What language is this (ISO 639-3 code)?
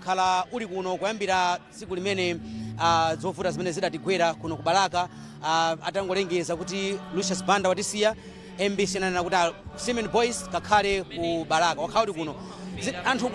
nya